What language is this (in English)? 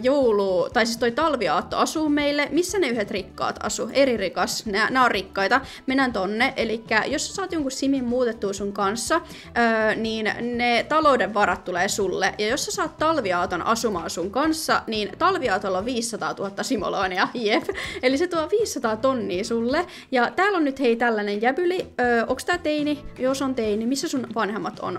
Finnish